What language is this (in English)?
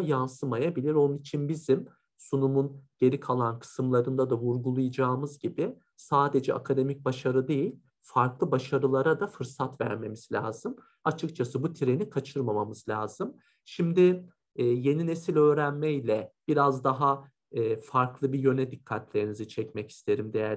Turkish